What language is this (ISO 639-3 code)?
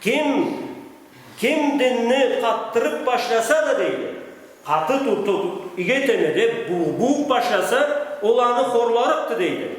krc